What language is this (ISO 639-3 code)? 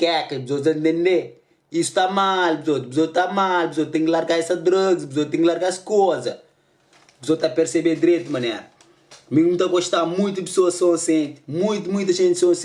kea